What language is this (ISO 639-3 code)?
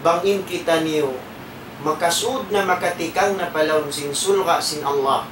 tsg